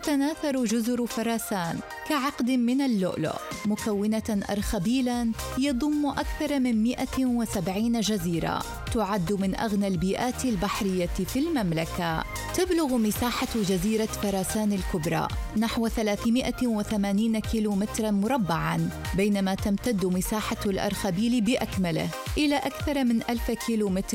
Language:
Arabic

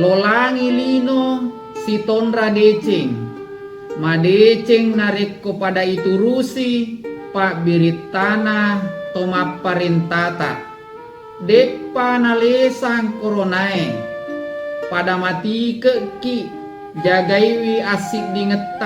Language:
Buginese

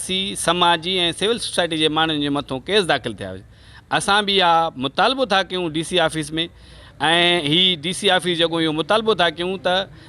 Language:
Sindhi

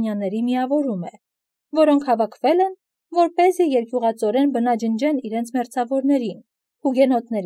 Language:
Armenian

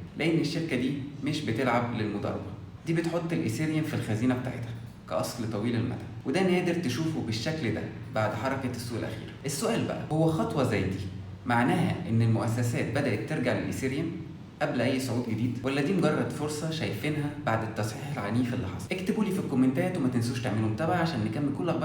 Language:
Egyptian Arabic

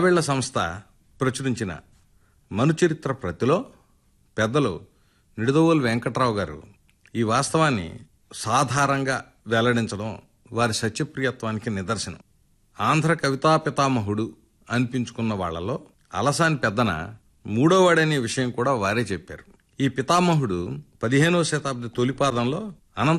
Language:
Telugu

